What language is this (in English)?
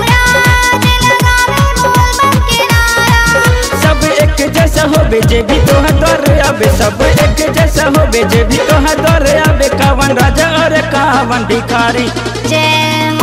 Bhojpuri